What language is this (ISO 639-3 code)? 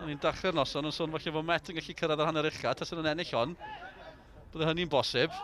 cym